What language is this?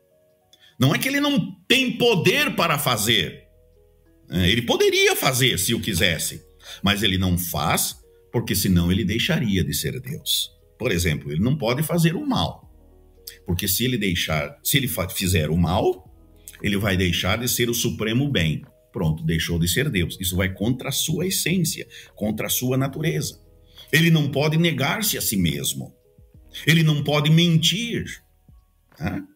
Portuguese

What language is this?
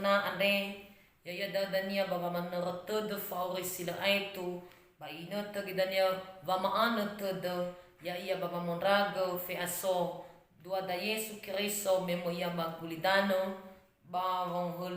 Nias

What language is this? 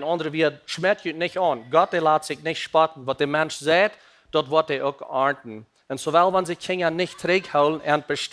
Plautdietsch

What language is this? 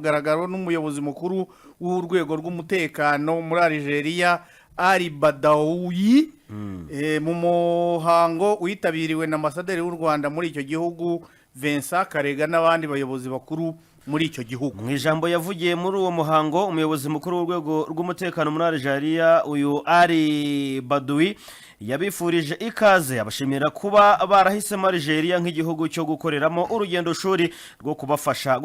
Kinyarwanda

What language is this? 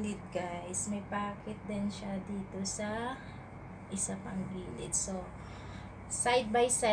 Filipino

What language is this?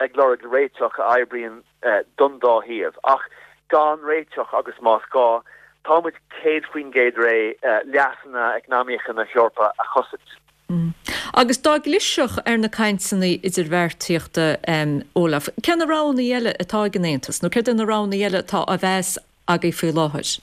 Irish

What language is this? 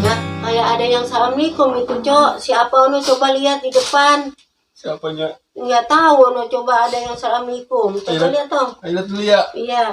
Betawi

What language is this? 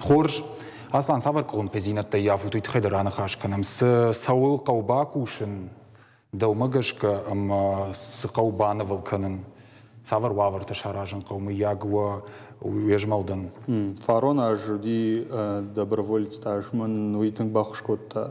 Ossetic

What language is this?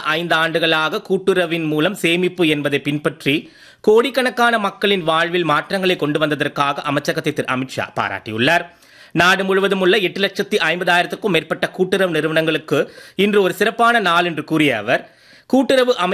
Tamil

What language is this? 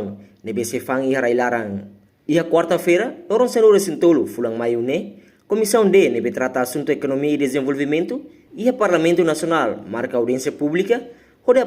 Tetum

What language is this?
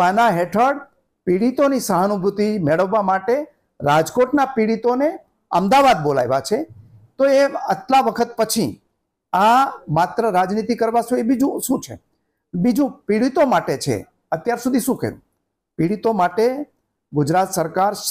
Gujarati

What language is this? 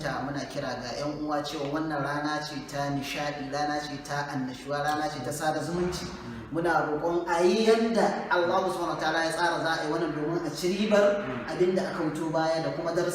Hausa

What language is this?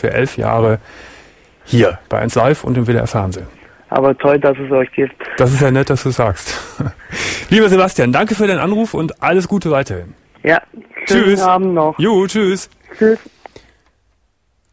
German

